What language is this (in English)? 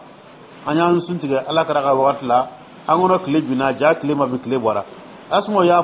Dyula